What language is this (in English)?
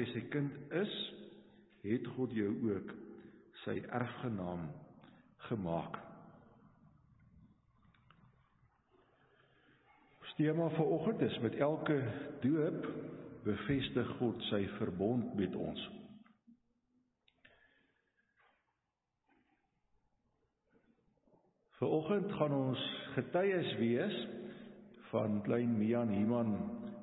Afrikaans